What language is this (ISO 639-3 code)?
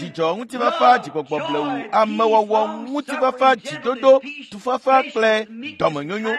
ewe